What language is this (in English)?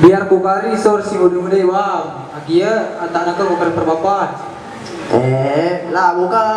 Batak Karo